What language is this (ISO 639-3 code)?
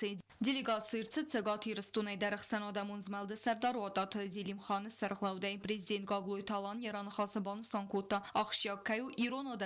oss